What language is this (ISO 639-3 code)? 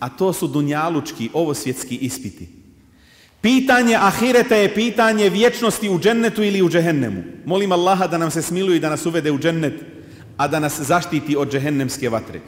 bos